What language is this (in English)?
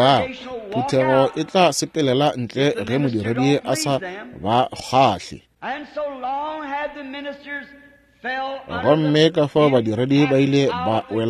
Northern Sotho